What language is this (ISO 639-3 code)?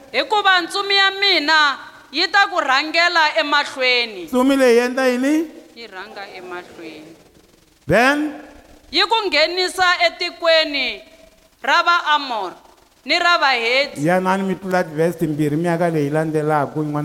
tso